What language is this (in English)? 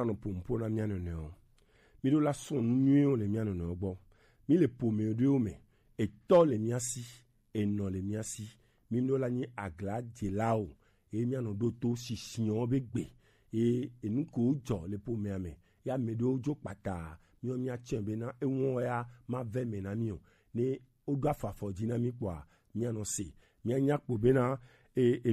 Gen